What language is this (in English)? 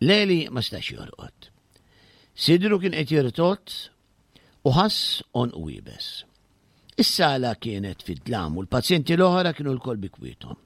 Maltese